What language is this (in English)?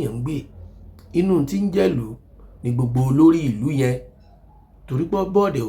Yoruba